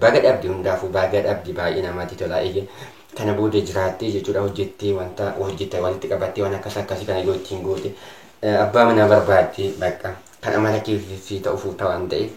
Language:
Oromo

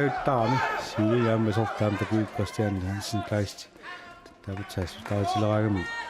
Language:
Kalaallisut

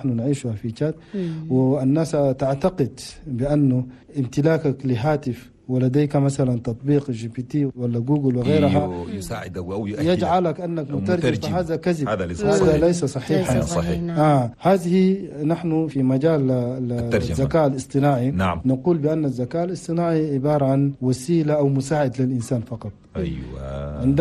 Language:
Chadian Arabic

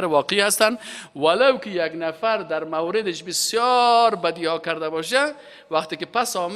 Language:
Persian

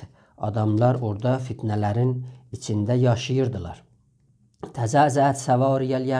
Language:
South Azerbaijani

